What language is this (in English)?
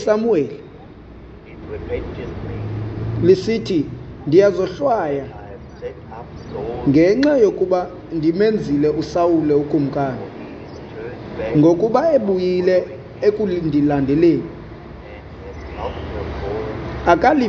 Xhosa